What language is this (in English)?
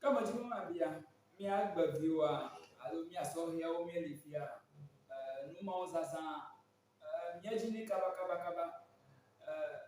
Ewe